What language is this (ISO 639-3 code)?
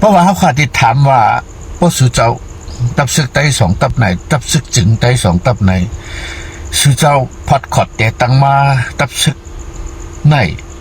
shn